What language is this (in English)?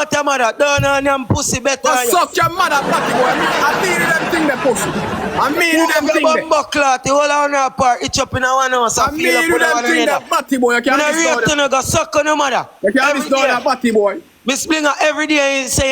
Jamaican Creole English